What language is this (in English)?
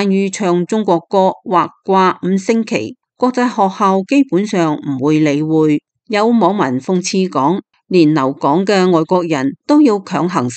Cantonese